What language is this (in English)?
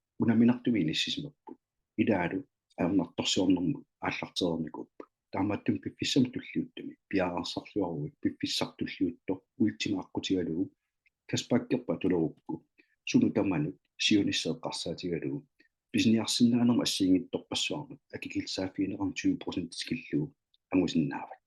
Kalaallisut